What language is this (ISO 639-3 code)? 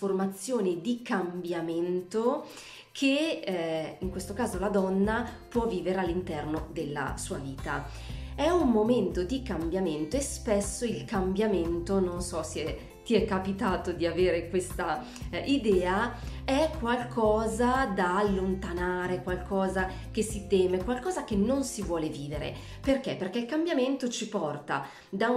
ita